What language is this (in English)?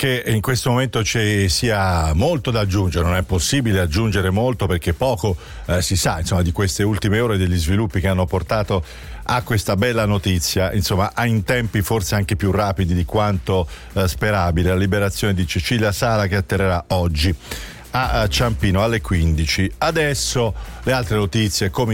Italian